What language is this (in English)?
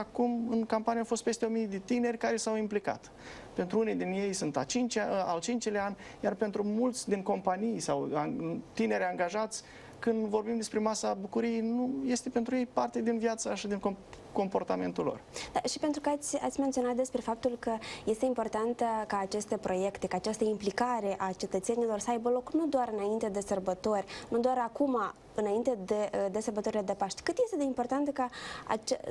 Romanian